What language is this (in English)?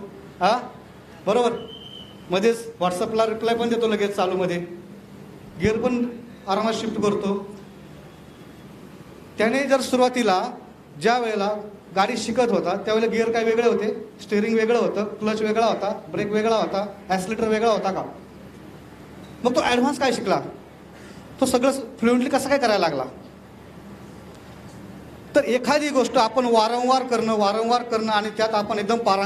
Marathi